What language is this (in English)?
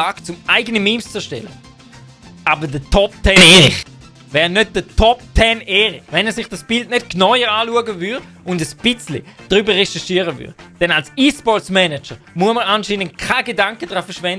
Swiss German